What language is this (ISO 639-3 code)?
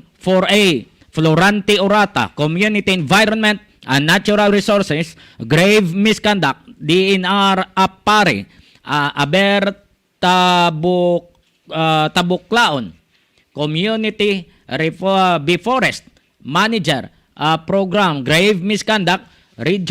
hil